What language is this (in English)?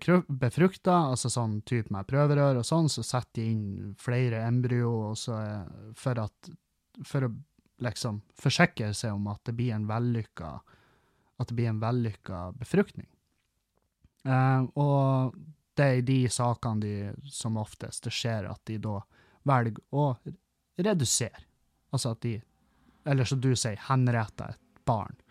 Norwegian